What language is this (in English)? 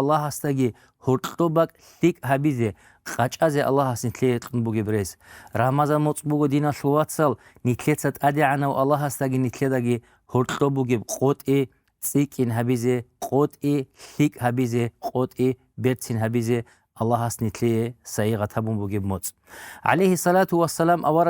Avaric